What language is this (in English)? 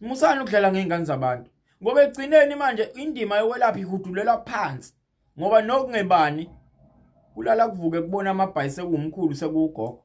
Zulu